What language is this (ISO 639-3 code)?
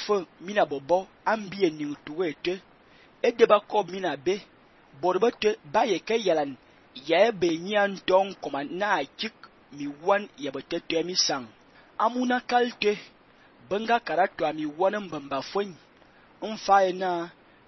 fan